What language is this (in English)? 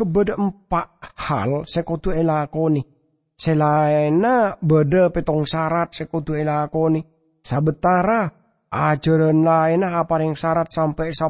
Madurese